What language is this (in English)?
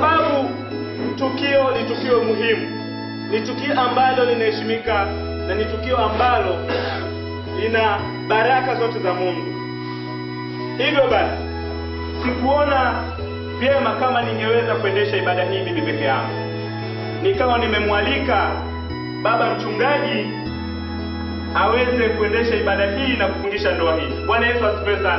Swahili